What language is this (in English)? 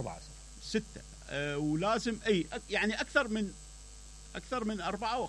Mesopotamian Arabic